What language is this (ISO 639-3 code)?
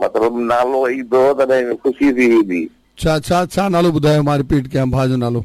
snd